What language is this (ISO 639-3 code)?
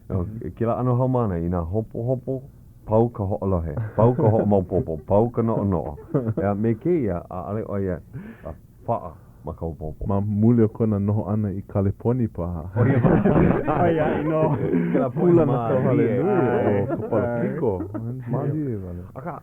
haw